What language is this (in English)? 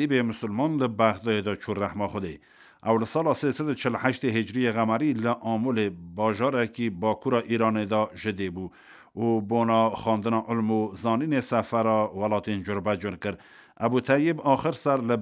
Kurdish